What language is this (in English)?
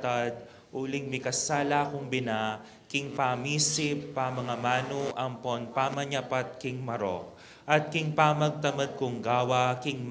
Pampanga